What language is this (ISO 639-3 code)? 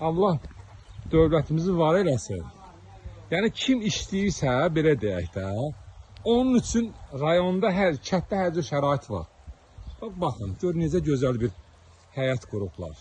aze